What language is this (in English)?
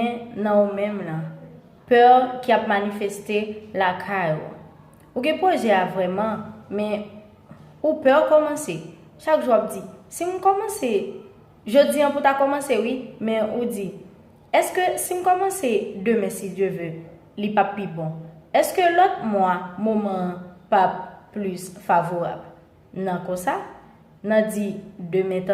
Haitian Creole